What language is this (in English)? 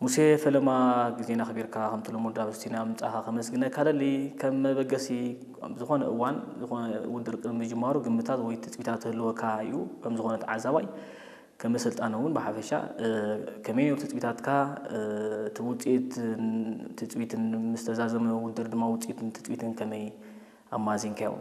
Tigrinya